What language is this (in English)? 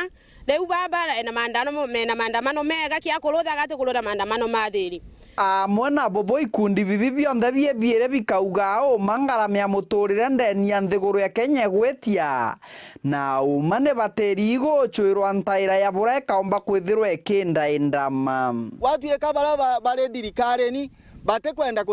Meru